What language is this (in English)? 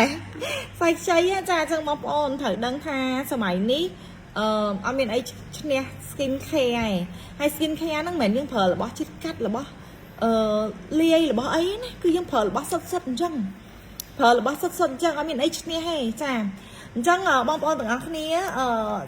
Khmer